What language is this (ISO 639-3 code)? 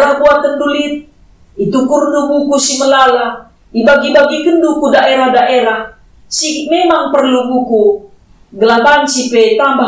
btx